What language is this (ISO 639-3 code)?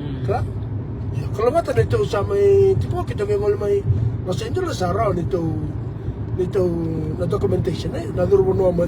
fij